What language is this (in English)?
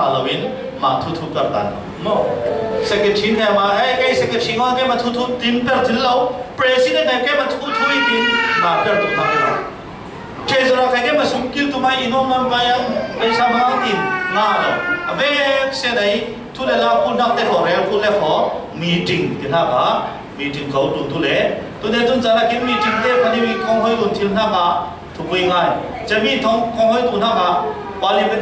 Falam Chin